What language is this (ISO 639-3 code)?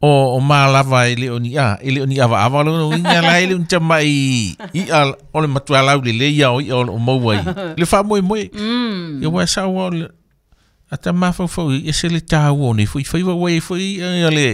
smo